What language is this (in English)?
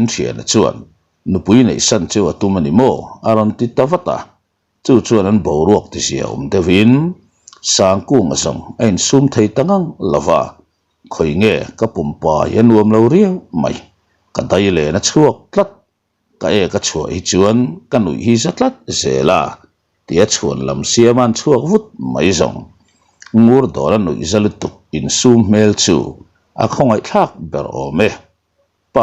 Mizo